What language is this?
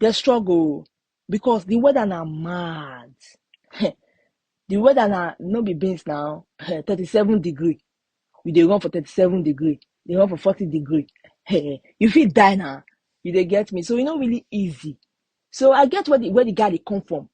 Nigerian Pidgin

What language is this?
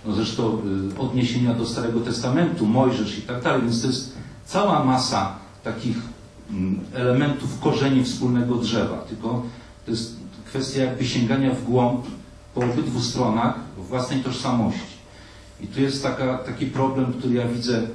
Polish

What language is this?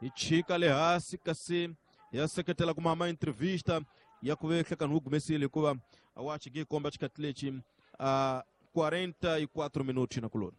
Tsonga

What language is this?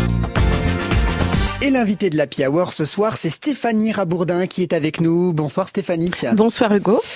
French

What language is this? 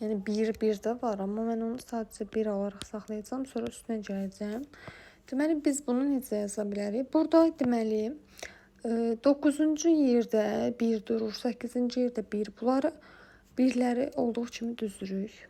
Azerbaijani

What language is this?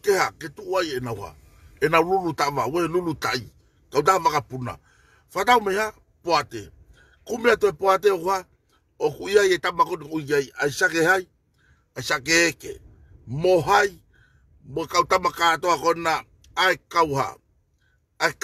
Tongan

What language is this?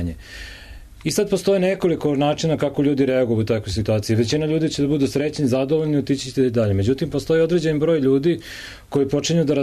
Serbian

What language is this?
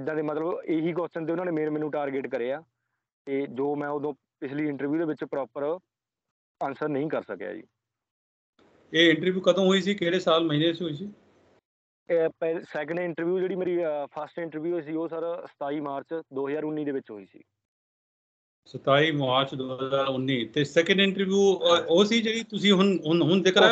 Punjabi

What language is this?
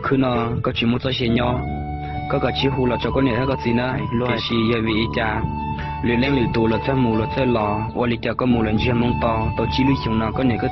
Hmong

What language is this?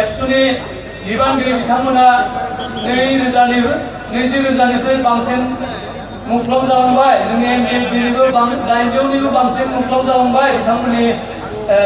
Bodo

